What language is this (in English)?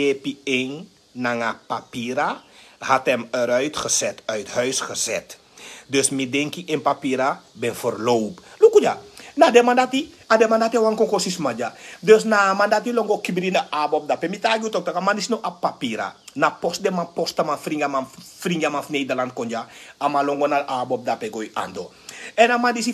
Sranan Tongo